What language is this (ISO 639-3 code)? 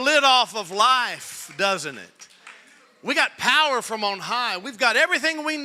eng